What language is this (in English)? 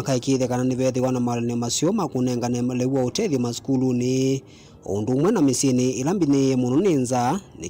Kamba